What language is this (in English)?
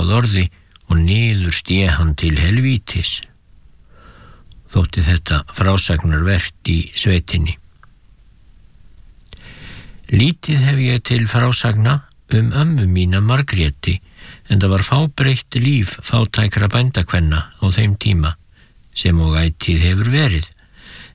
Icelandic